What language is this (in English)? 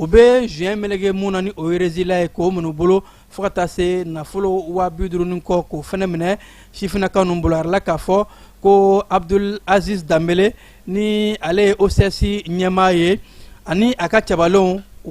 Bambara